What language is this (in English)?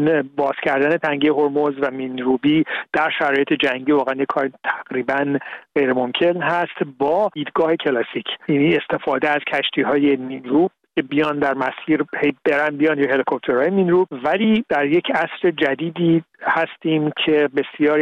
Persian